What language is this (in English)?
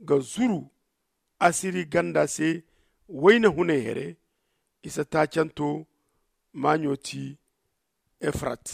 Zarma